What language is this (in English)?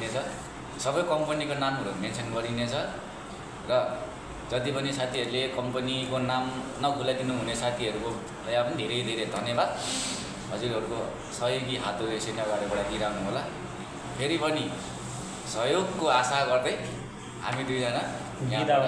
Nepali